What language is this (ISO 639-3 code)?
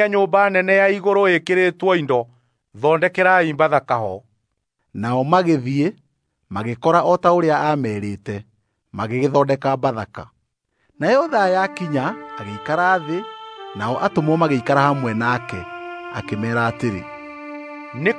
kik